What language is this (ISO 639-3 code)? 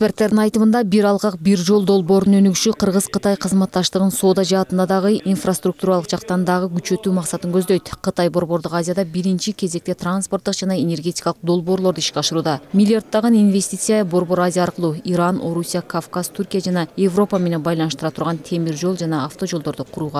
kir